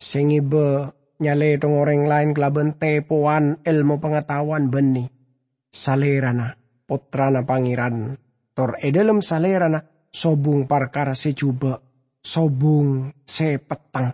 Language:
Madurese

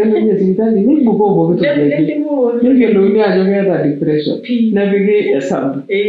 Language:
Masai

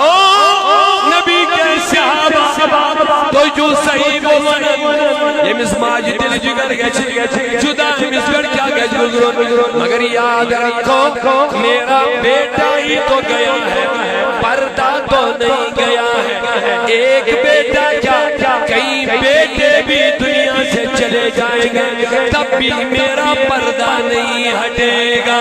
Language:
Kashmiri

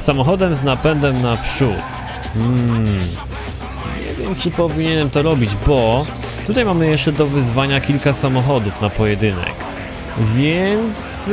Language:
Polish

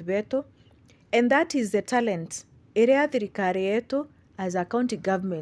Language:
Meru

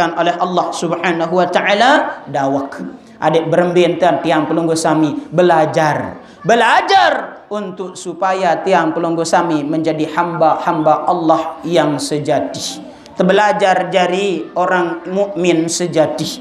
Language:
Sasak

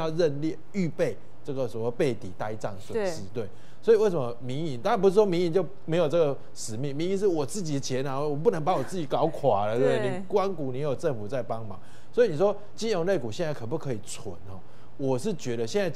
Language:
Chinese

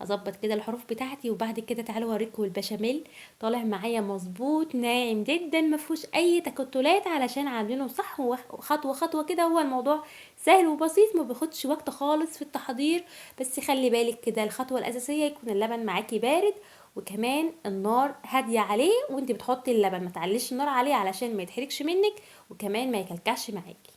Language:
Egyptian Arabic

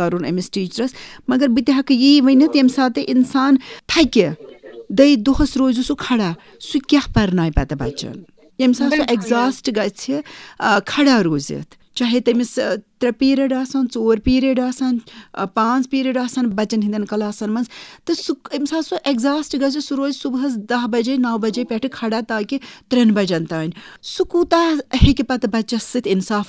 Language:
Kashmiri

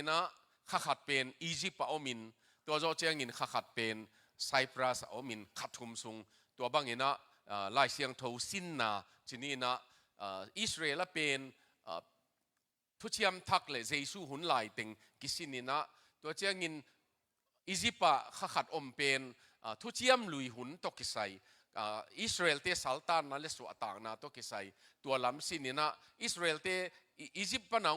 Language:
Tedim Chin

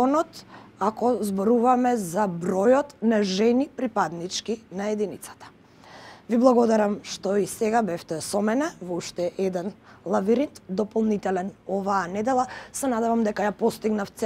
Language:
Macedonian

